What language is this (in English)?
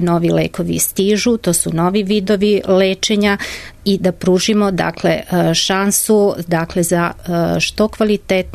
Serbian